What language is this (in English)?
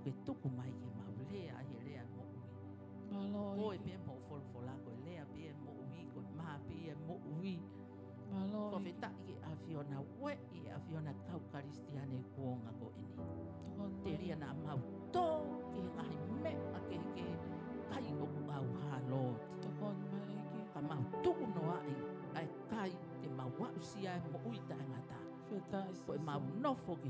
Tongan